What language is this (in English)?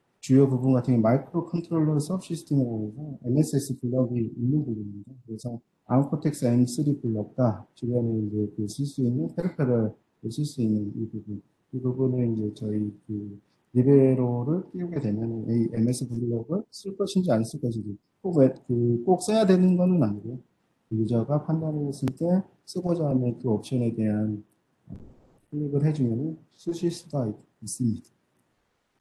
Korean